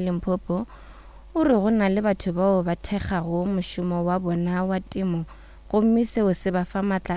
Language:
Northern Sotho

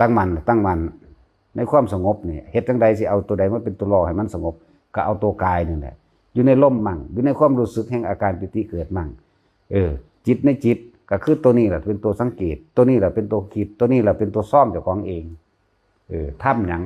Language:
Northeastern Thai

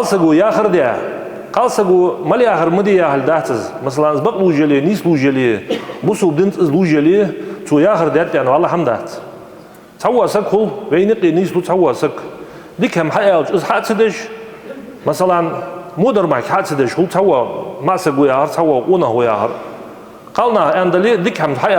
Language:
Ingush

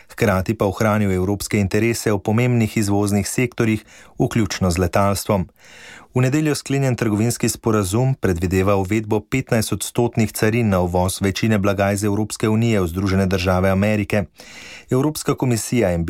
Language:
Slovenian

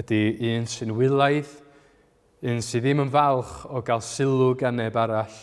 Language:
Welsh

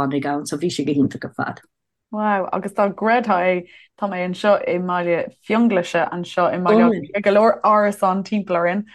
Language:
Irish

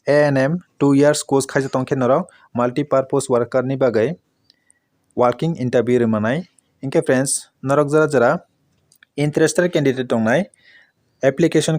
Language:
Kok Borok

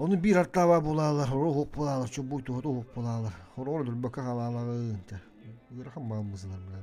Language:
Yakut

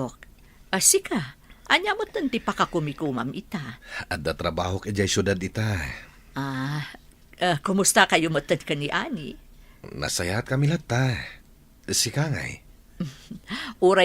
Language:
Iloko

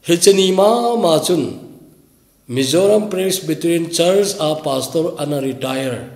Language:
Thado Chin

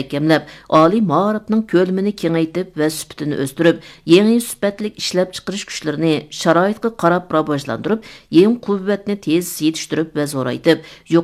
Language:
Uyghur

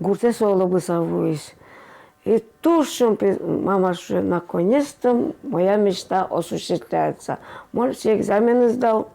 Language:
Udmurt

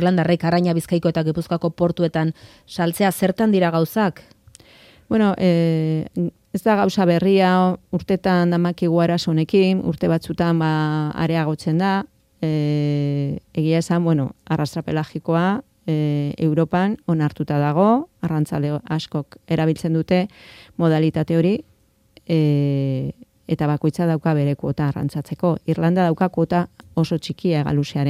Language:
Basque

